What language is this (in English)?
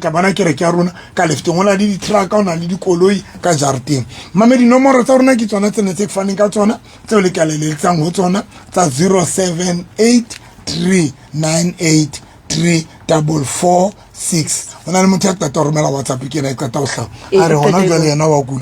Southern Sotho